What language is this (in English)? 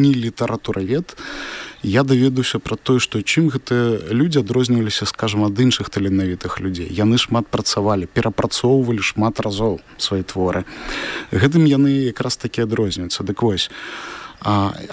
Belarusian